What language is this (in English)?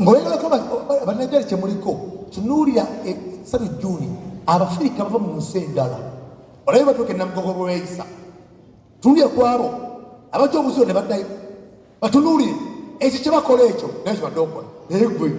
Ganda